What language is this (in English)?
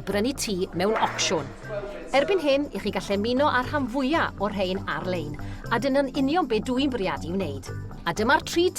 Welsh